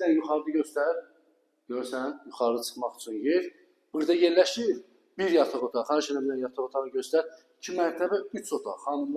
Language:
Azerbaijani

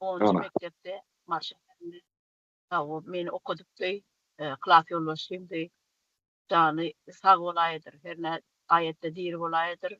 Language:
Turkmen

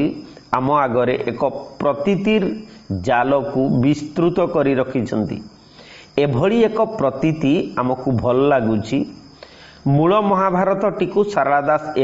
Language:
Odia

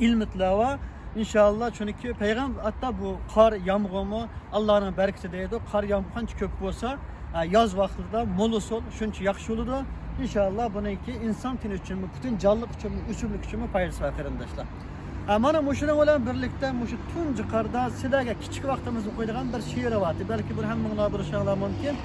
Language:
Uyghur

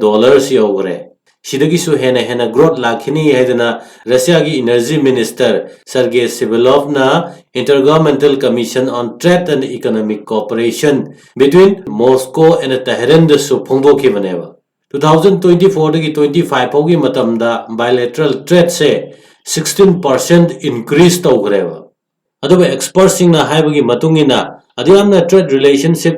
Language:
Manipuri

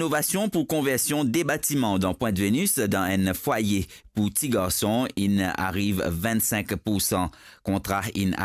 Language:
Morisyen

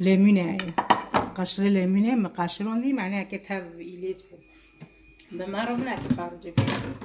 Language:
Kurdish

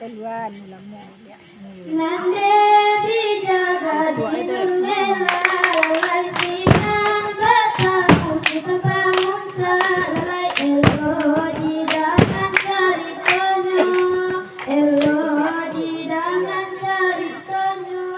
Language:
Minangkabau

